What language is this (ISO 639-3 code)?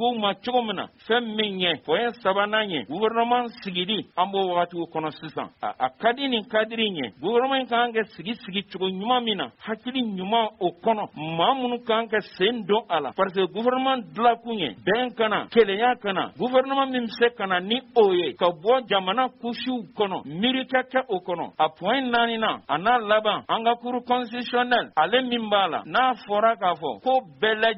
bam